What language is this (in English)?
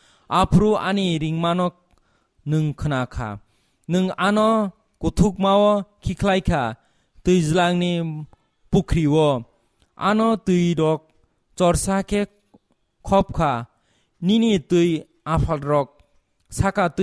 Kok Borok